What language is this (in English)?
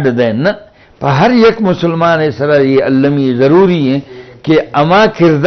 Eastern Balochi